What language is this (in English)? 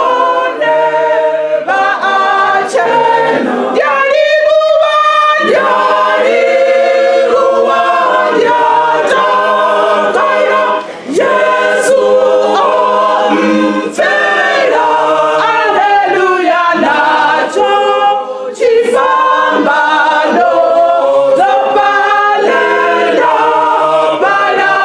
Venda